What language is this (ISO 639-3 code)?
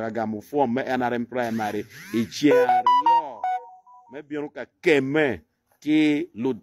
ach